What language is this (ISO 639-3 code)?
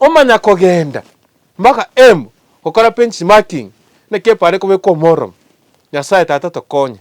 guz